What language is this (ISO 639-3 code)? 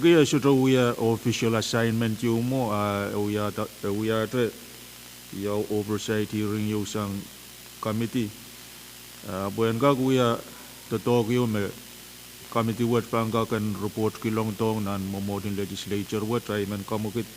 pon